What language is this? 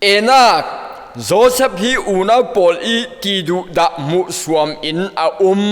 Falam Chin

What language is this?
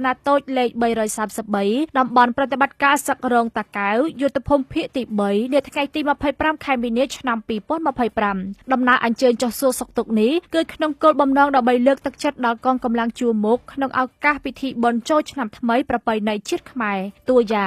Khmer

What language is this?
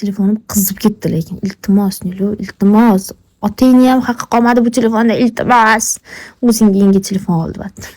Uzbek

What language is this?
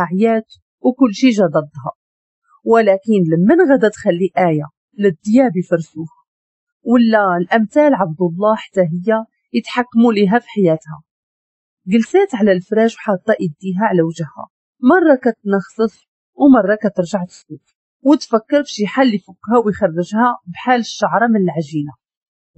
Moroccan Arabic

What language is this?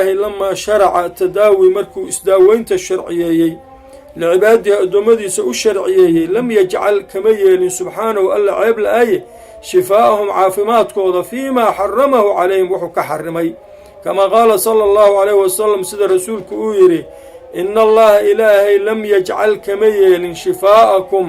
Somali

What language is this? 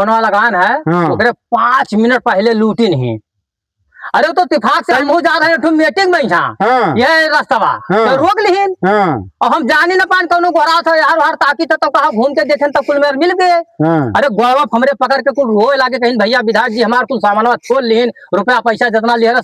Awadhi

